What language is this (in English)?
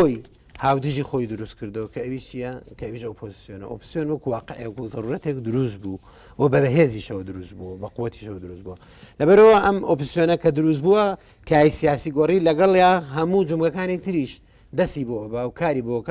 Central Kurdish